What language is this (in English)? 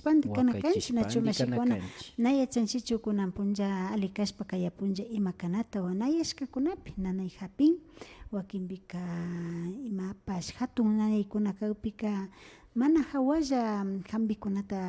Imbabura Highland Quichua